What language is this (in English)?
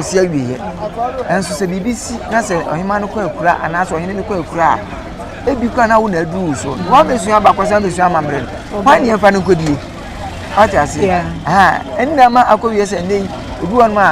Akan